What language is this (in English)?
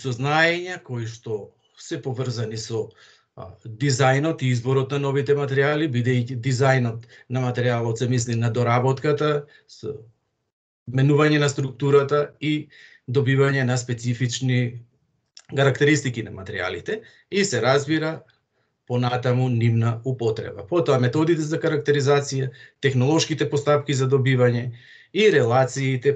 Macedonian